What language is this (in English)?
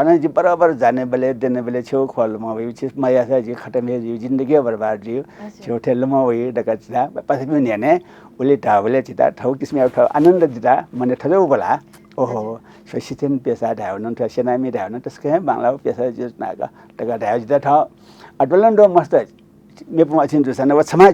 Newari